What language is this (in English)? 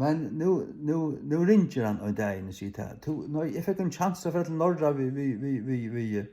Faroese